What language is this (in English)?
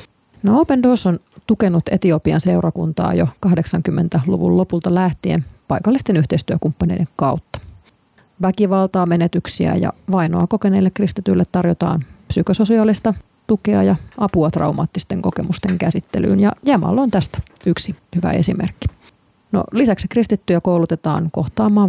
Finnish